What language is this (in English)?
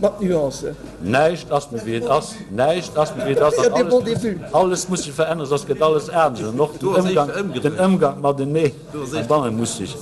Luxembourgish